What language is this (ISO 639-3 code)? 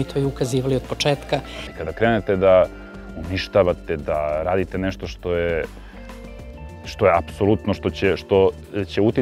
srp